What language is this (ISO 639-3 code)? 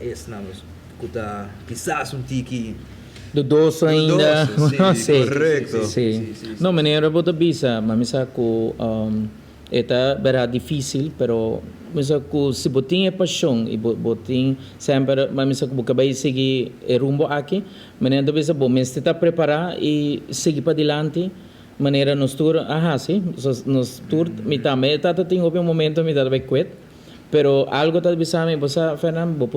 pap